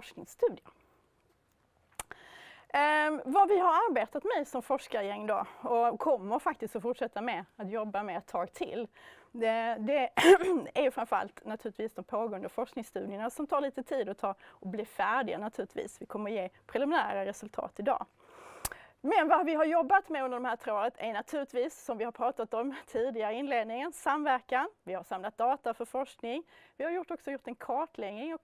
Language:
Swedish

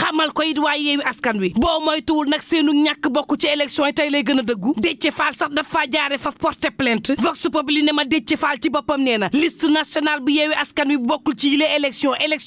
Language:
Wolof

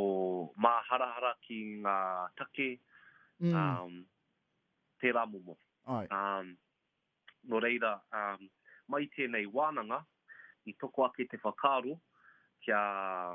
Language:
Māori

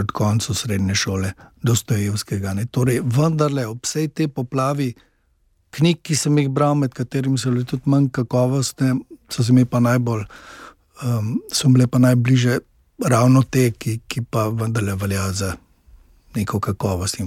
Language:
Slovenian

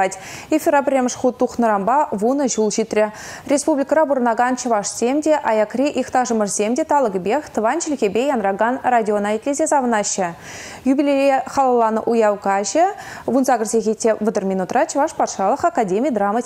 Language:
Chuvash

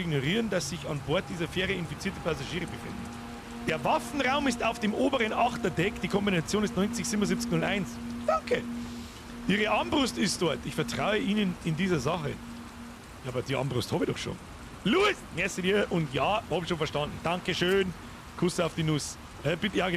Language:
Bavarian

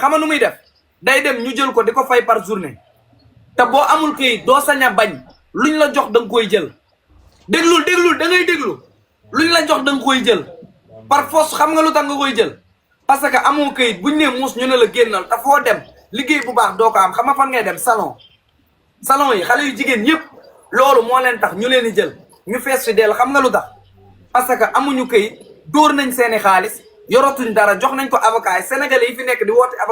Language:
Wolof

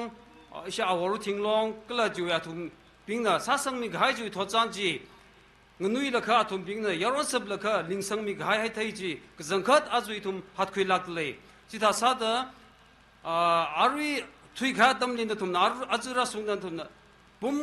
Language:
Tangkhul Naga (India)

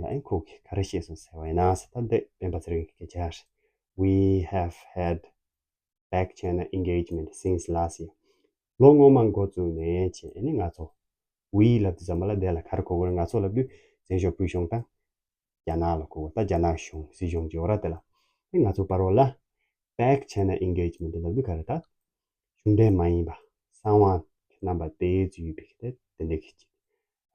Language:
Tibetan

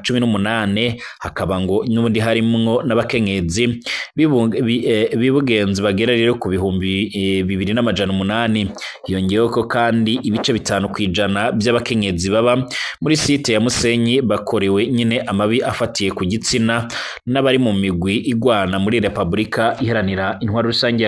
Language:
Rundi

